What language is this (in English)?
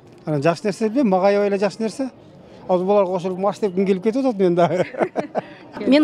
Kyrgyz